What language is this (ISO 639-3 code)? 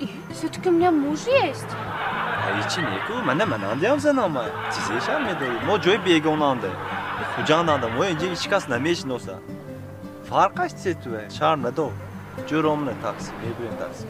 tgk